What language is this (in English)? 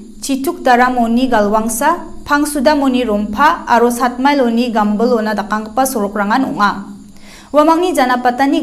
Garo